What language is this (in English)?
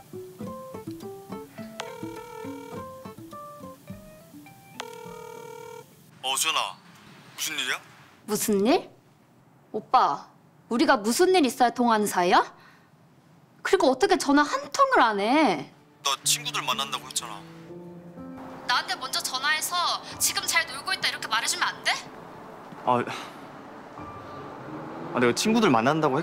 Korean